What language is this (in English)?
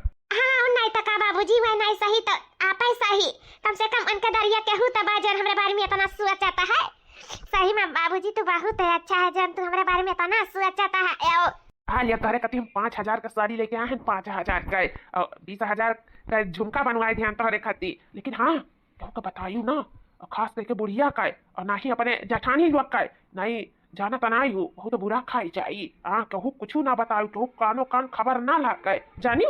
Awadhi